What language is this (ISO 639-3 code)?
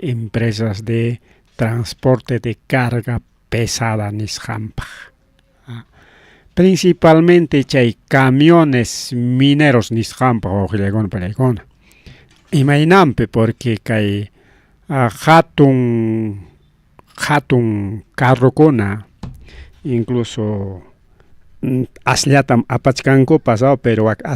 quy